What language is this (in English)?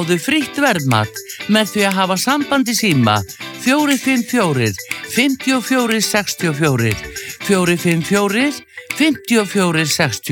Icelandic